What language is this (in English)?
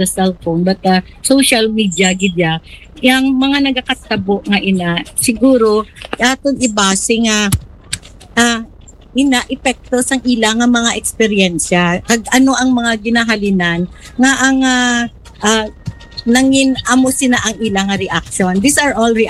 Hiligaynon